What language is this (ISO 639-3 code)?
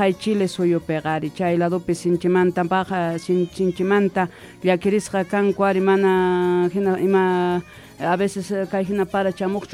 quh